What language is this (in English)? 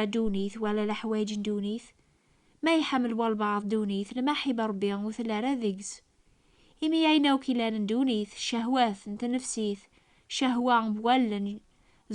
Kabyle